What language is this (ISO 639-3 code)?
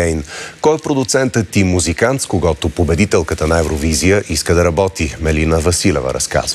bul